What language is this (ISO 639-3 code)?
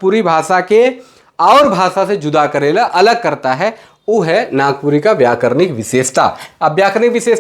sck